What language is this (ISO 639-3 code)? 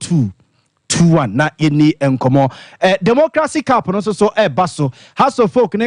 aka